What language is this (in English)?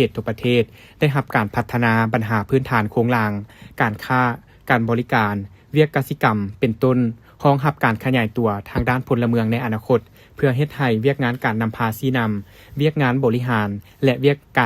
Lao